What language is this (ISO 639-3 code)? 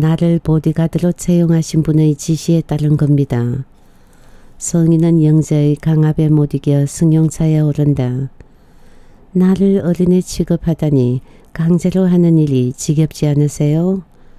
kor